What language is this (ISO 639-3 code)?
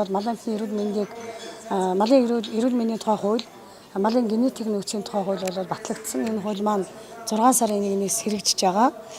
mon